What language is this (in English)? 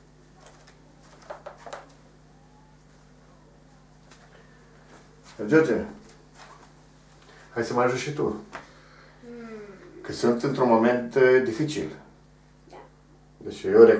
Romanian